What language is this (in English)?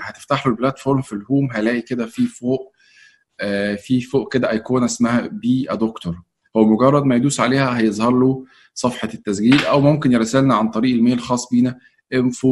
Egyptian Arabic